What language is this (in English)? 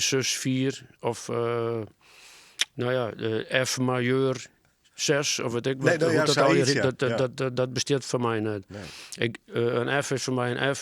Western Frisian